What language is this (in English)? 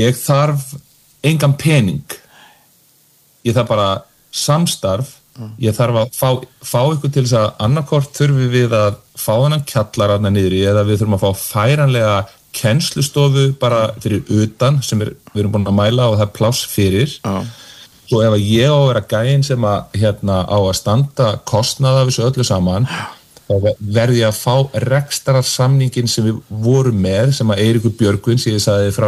Icelandic